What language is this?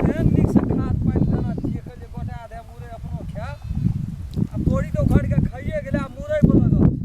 Maithili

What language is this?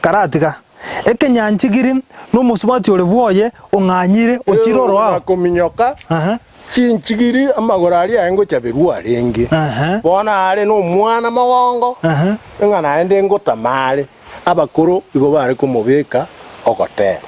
Gusii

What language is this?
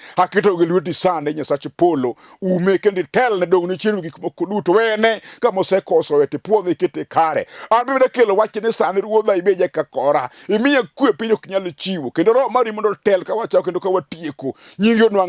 Luo (Kenya and Tanzania)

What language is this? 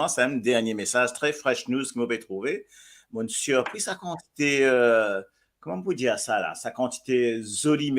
Morisyen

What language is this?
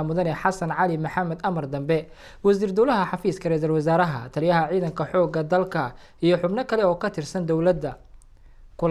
Somali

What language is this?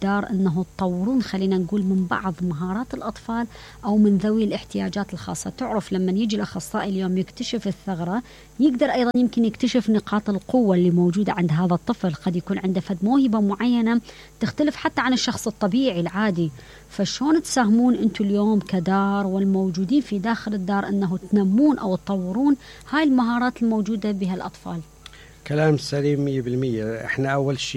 Mesopotamian Arabic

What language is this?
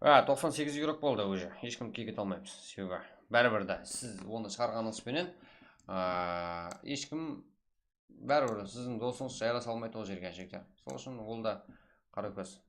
Kara-Kalpak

